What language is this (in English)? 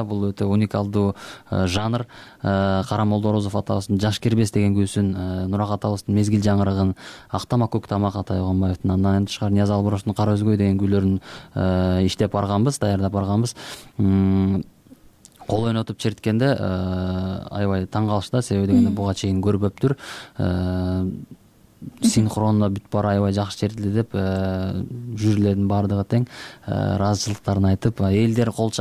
Kyrgyz